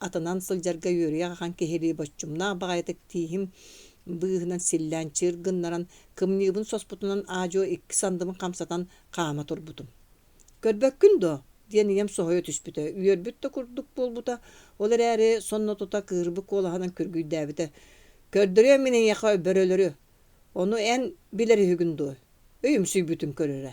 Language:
Yakut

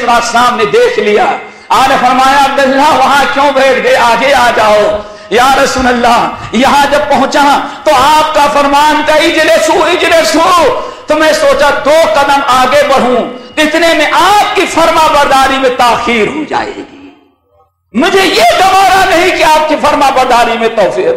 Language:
Urdu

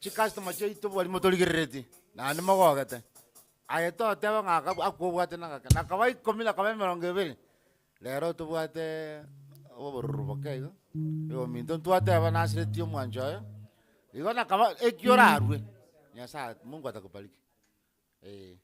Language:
Gusii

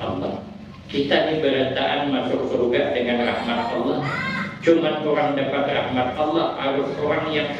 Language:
Banjar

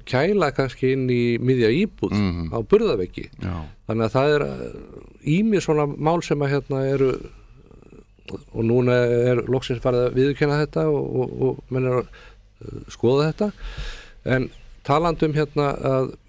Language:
Icelandic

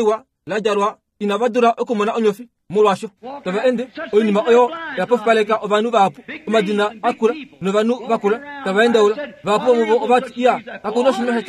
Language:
Kuanyama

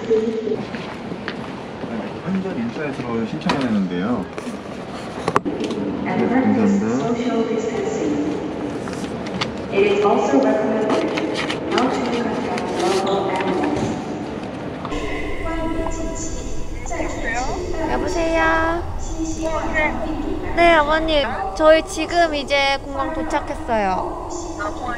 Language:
Korean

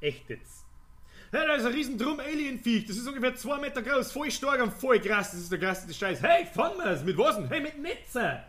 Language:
Bavarian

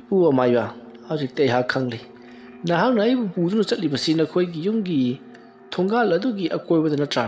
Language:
Manipuri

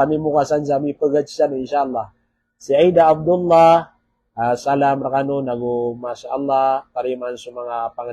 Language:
Maranao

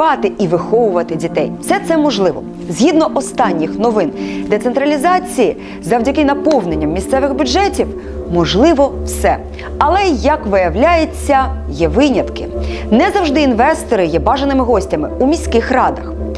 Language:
Ukrainian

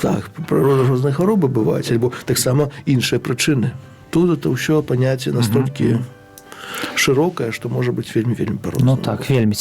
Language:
Belarusian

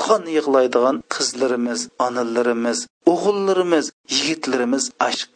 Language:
Uyghur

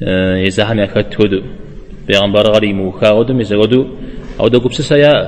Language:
Kabardian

